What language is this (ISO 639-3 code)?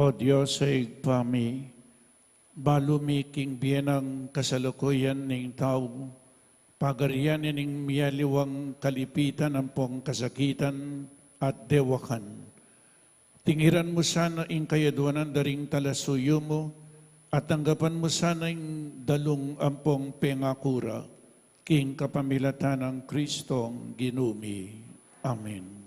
pam